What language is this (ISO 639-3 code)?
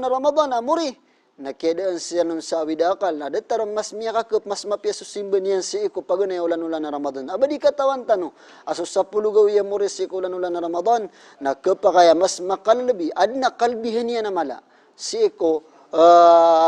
mrw